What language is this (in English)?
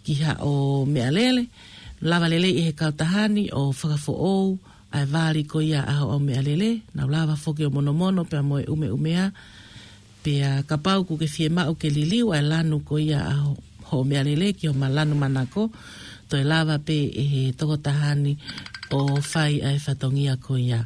Tongan